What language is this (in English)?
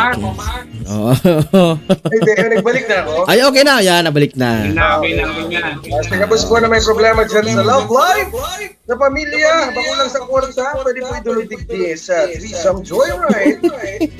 Bikol